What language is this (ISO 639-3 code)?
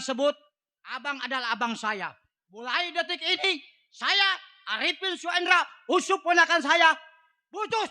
bew